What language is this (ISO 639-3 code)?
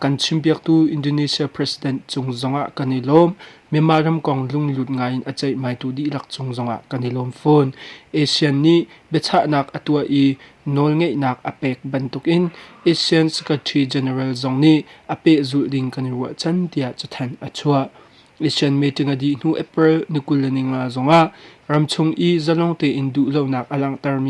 cnh